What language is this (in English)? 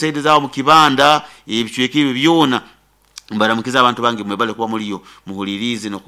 Nyoro